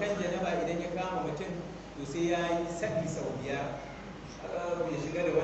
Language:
Hausa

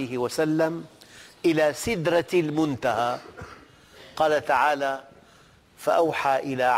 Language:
Arabic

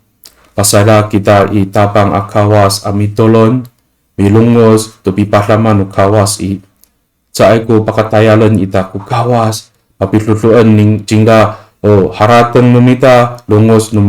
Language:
Amis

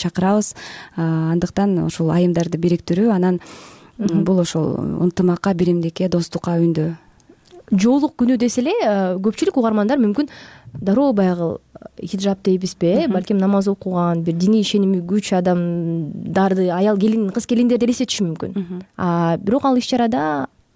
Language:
Kyrgyz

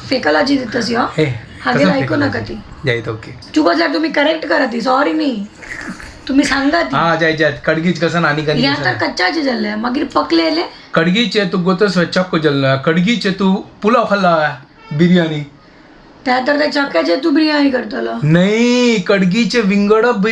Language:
Konkani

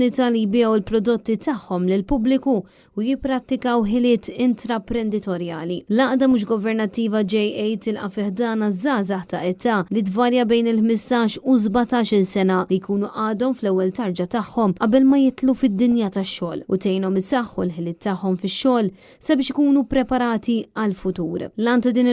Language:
Maltese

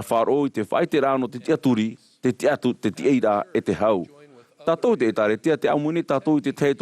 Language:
Tahitian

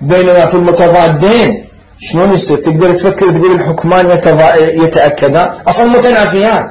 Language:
Mesopotamian Arabic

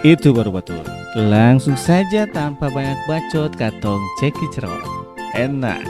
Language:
Ambonese Malay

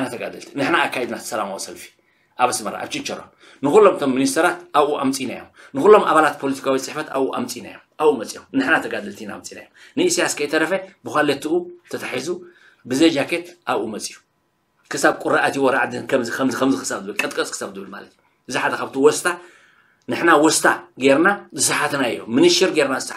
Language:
Tigrinya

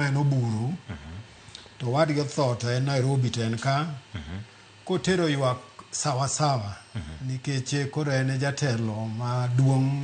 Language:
Luo (Kenya and Tanzania)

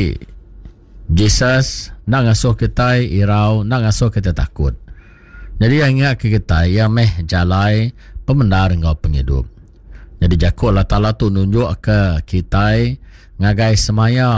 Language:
Iban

